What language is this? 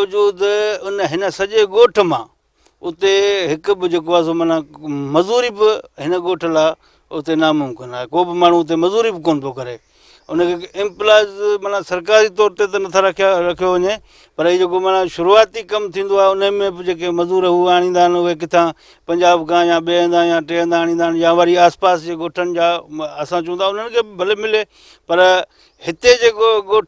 Sindhi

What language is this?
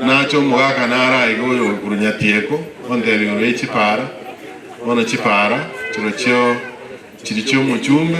Gusii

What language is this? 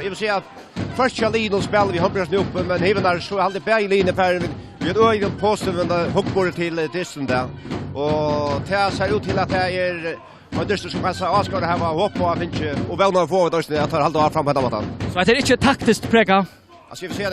Faroese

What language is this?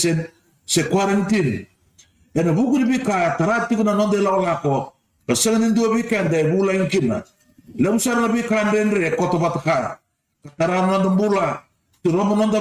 Fijian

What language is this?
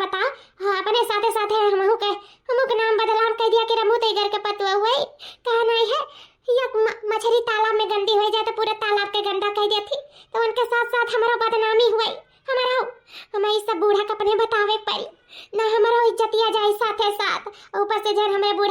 Awadhi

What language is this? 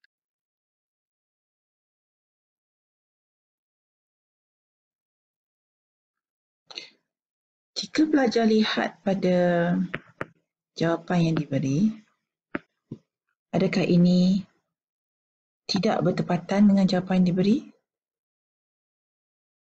Malay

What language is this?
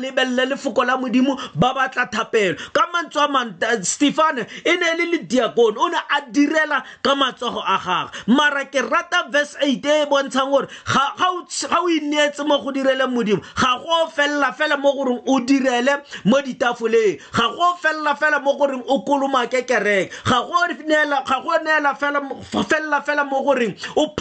Tswana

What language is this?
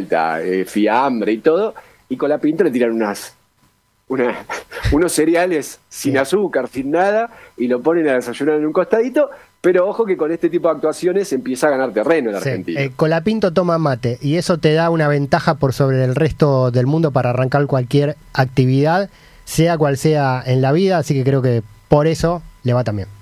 Spanish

